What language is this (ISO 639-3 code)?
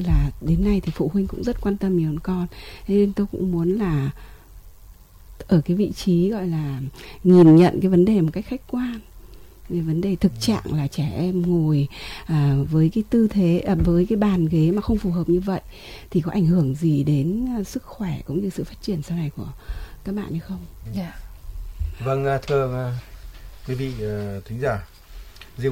vie